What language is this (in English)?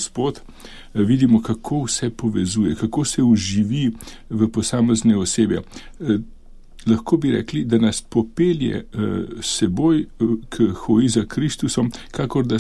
Slovenian